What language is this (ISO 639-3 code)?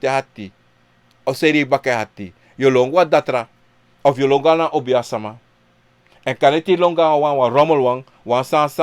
srn